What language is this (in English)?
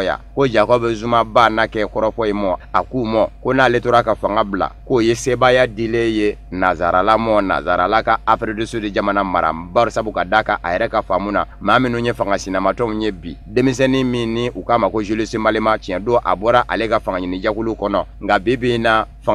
Bambara